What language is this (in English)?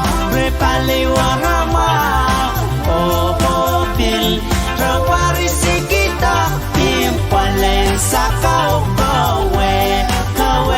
Pohnpeian